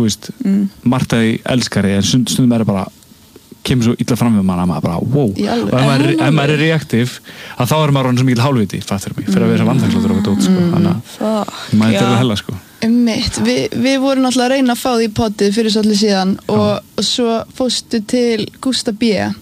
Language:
Icelandic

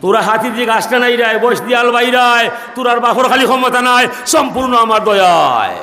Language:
Sylheti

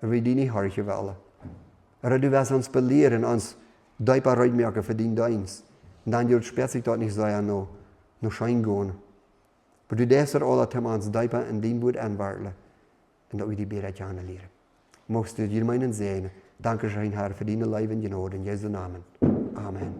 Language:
Plautdietsch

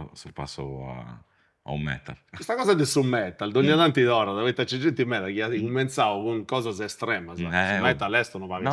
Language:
Sardinian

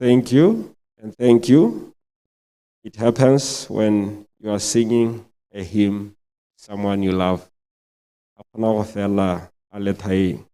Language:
Tswana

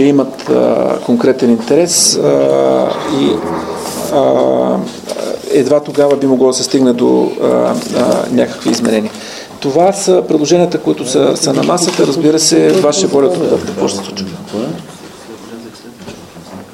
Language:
Bulgarian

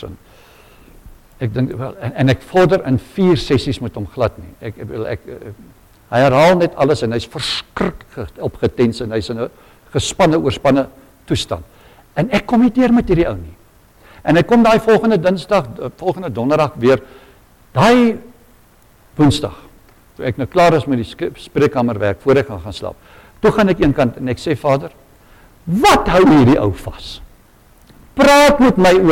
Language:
Afrikaans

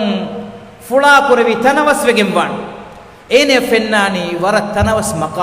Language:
Divehi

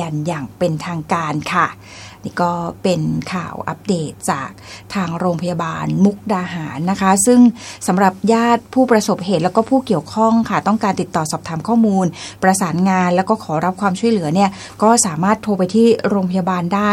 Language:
Thai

